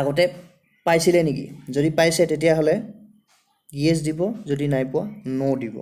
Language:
Assamese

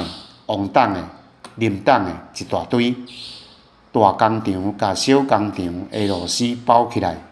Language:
Min Nan Chinese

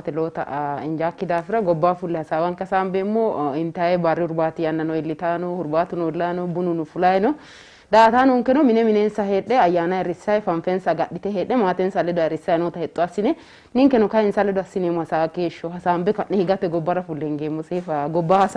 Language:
Sidamo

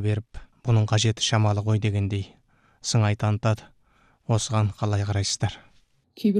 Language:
Kazakh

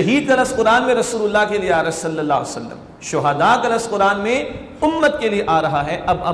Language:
Urdu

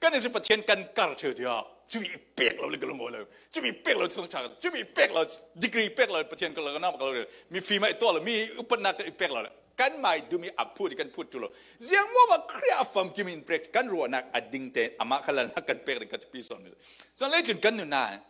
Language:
Falam Chin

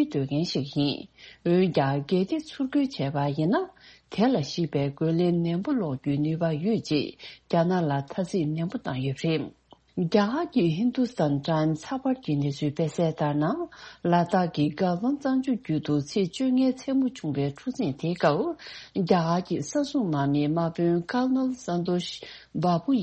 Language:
Tibetan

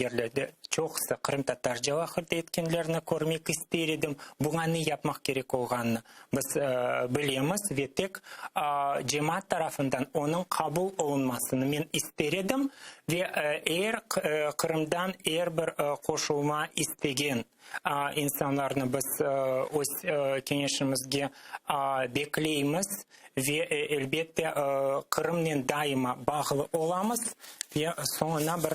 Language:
Crimean Tatar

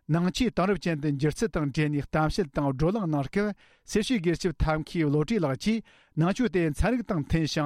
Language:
Tibetan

